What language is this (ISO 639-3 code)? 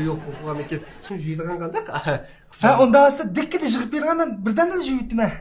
uig